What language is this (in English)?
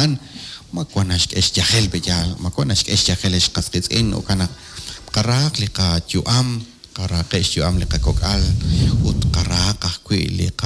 Kekchí